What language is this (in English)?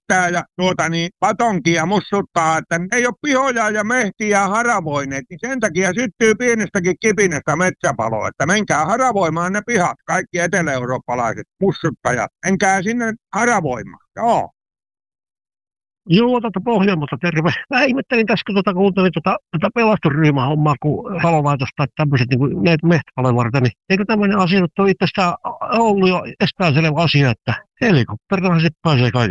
Finnish